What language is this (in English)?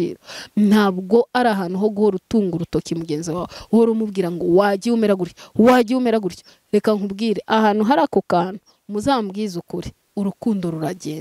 Kinyarwanda